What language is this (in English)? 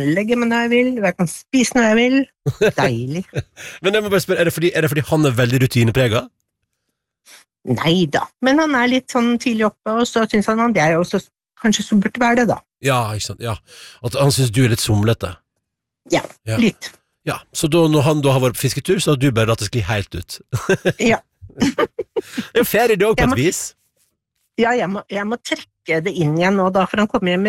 Norwegian